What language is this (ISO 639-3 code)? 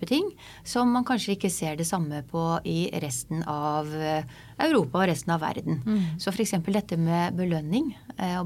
nor